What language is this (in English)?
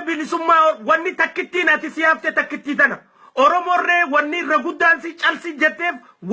Oromo